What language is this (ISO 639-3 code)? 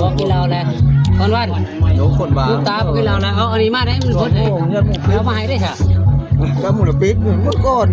tts